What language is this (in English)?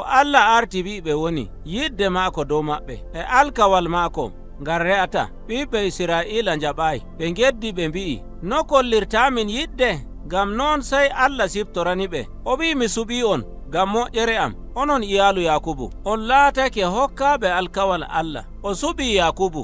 Nigerian Fulfulde